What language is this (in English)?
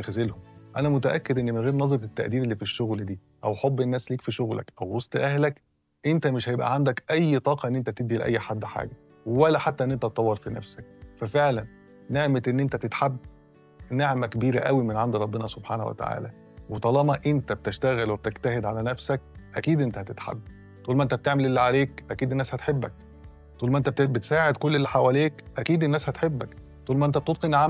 Egyptian Arabic